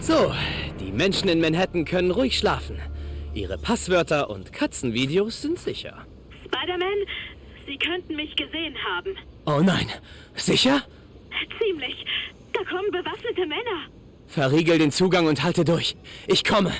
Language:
Bavarian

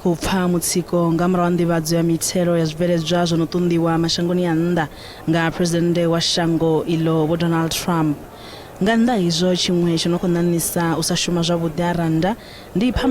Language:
Venda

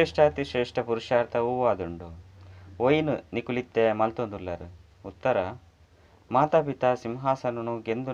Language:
Tulu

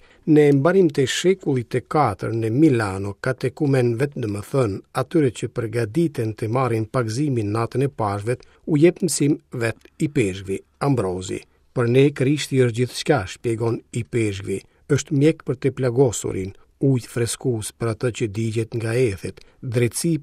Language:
Albanian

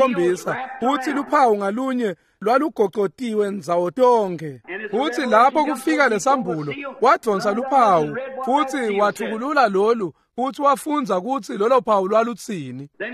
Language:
Swati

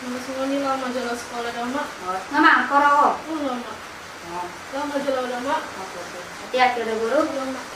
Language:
Batak Toba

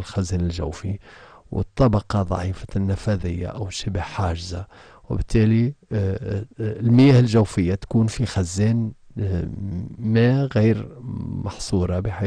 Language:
Tunisian Arabic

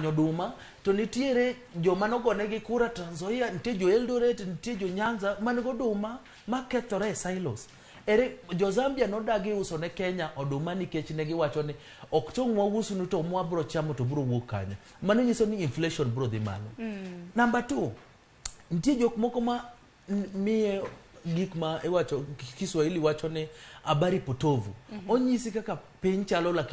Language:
Luo (Kenya and Tanzania)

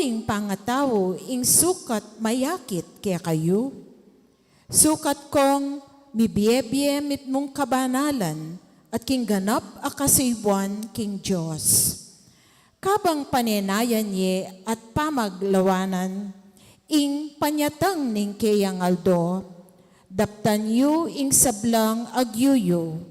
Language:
Pampanga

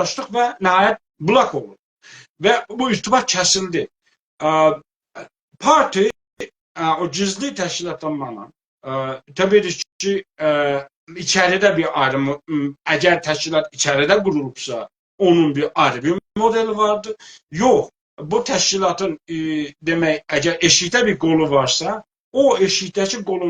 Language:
South Azerbaijani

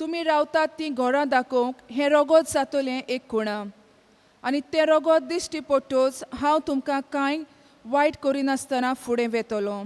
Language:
Konkani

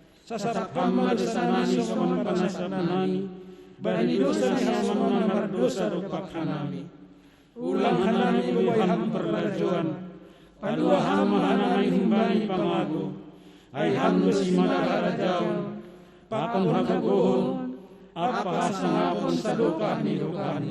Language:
Batak Simalungun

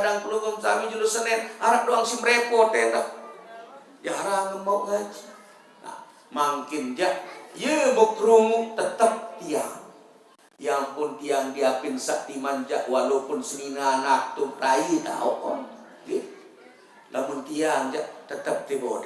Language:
Sasak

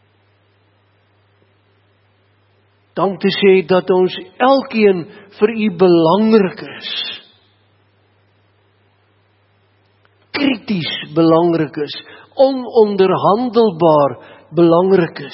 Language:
Afrikaans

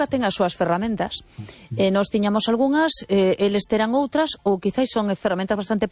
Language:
Galician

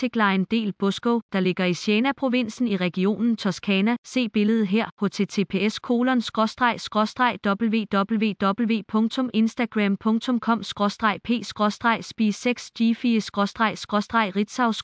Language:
Danish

